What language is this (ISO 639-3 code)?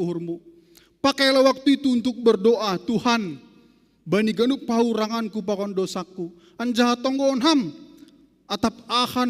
bts